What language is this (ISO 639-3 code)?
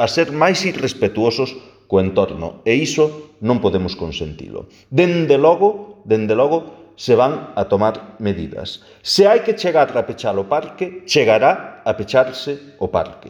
glg